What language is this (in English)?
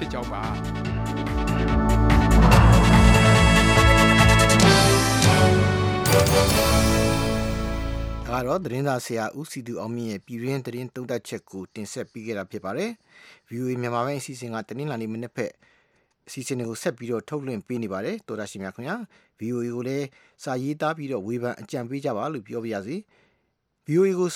Burmese